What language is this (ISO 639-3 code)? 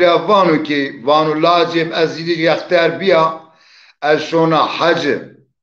zza